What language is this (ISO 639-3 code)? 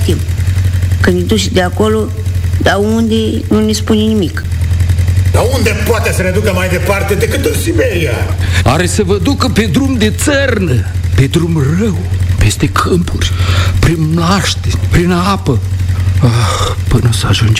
ron